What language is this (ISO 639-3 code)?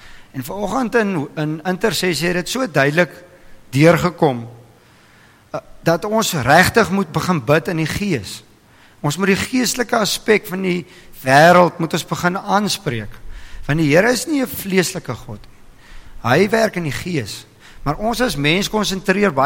afr